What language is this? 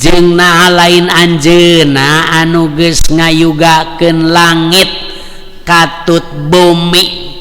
Sundanese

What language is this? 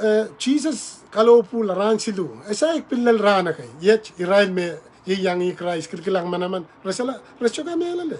Pohnpeian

